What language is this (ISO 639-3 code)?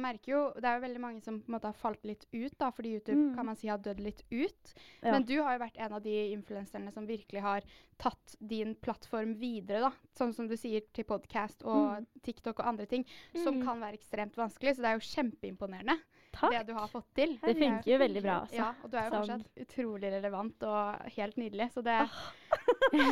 nor